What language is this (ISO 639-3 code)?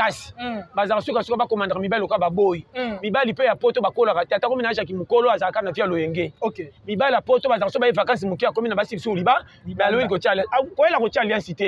lin